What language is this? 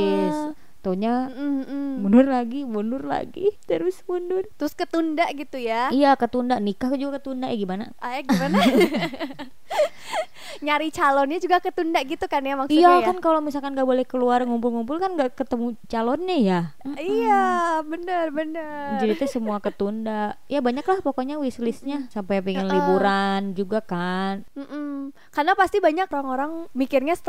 Indonesian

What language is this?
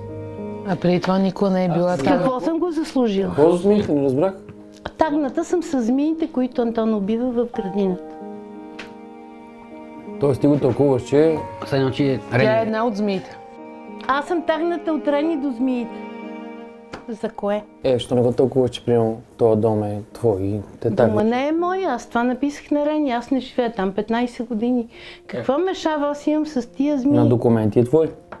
Bulgarian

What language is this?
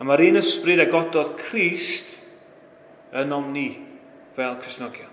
Welsh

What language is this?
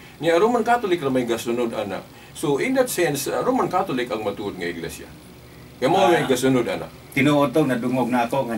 Cebuano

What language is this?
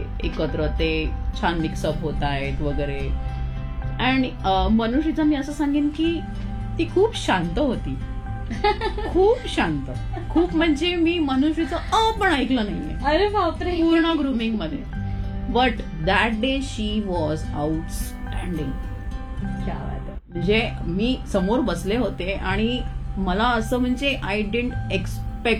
Marathi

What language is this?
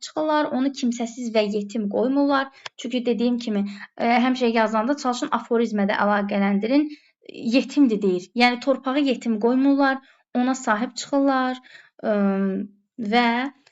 Azerbaijani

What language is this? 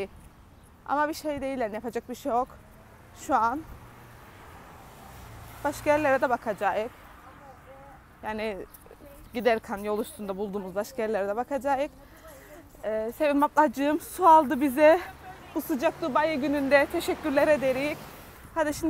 Turkish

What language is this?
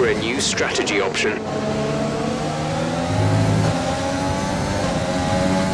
English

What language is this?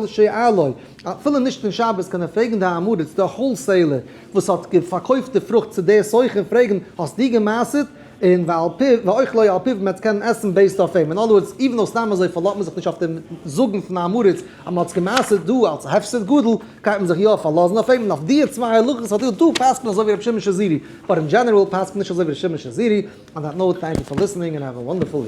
Yiddish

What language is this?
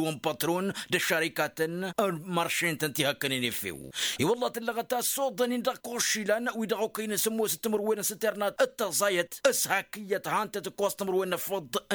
Tamasheq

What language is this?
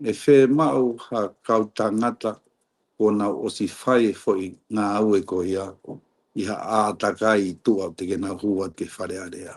Tongan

